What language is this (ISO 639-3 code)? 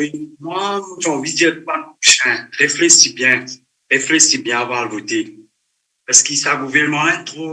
mfe